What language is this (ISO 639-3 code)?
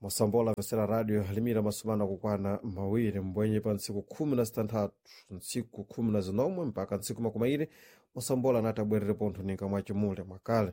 seh